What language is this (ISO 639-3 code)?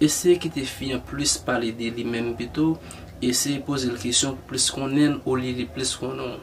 hat